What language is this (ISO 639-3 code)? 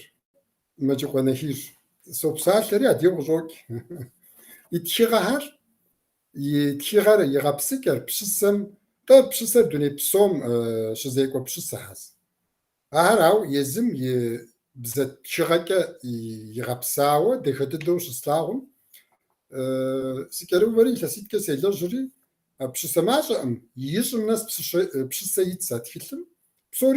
kbd